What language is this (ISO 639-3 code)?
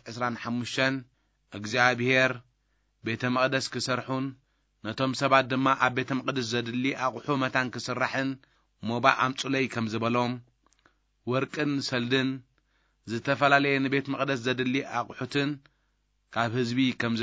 tir